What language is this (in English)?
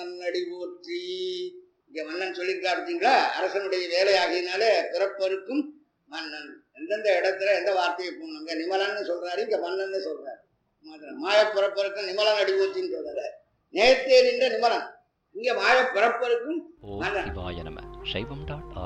Tamil